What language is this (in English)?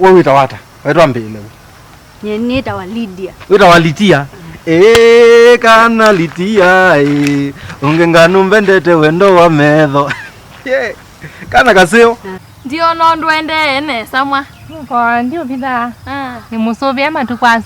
Kamba